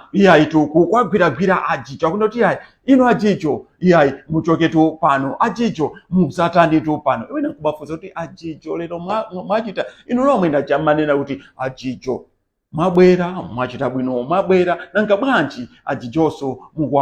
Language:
Nyanja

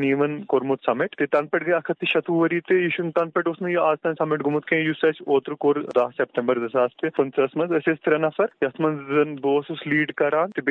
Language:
Kashmiri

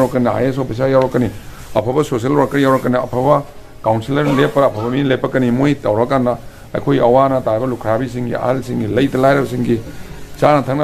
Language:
Manipuri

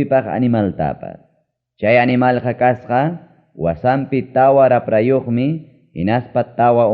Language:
Ayacucho Quechua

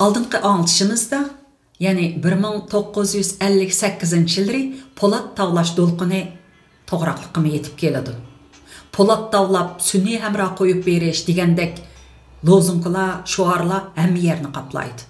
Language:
Uyghur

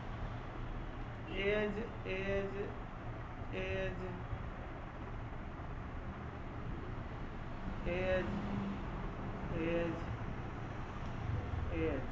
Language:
Punjabi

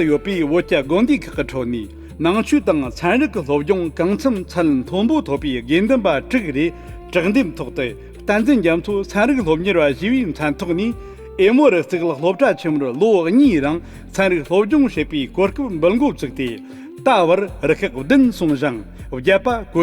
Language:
Tibetan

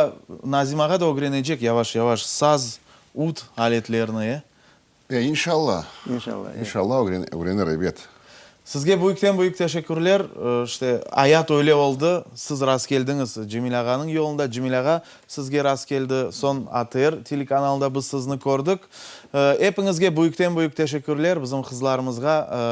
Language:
Crimean Tatar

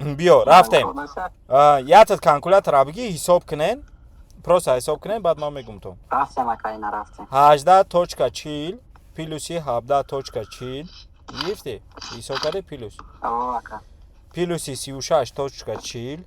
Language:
Tajik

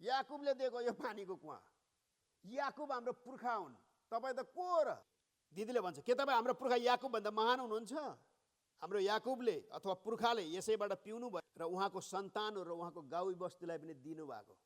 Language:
Nepali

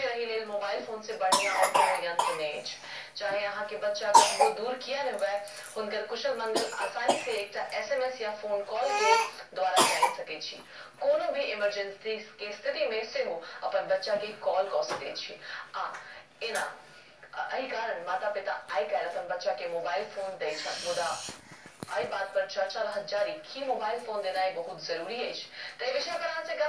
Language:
Maithili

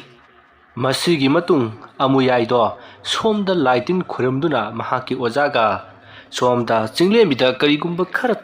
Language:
Manipuri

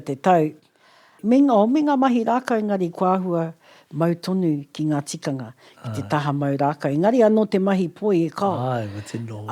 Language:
Māori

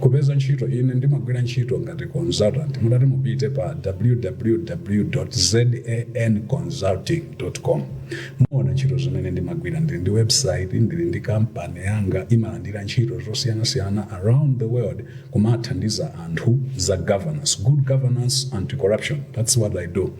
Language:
Nyanja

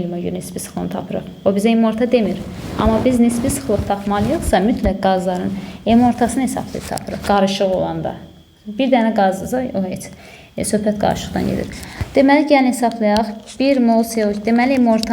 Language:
Azerbaijani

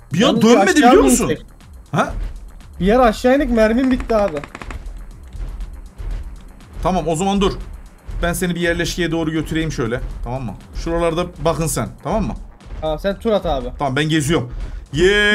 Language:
Turkish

